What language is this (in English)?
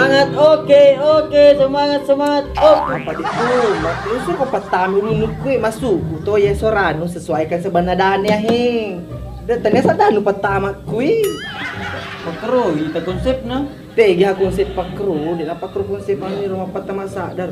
Buginese